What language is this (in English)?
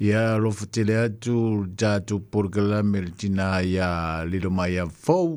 Samoan